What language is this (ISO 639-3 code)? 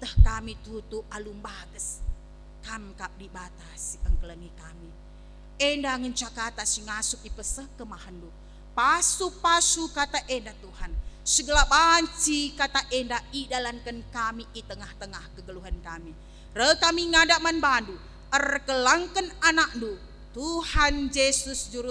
btx